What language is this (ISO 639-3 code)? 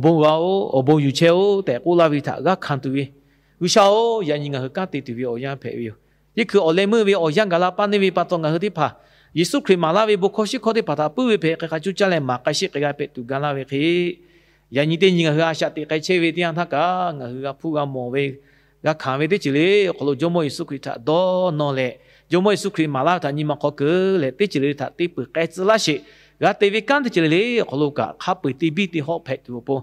lhu